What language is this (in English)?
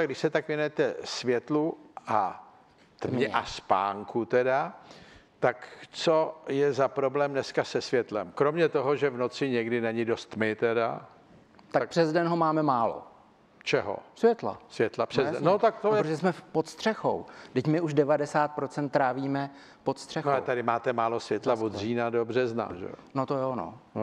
Czech